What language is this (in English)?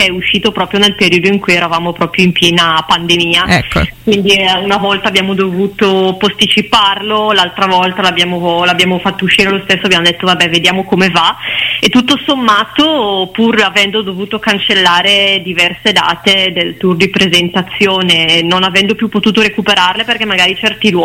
Italian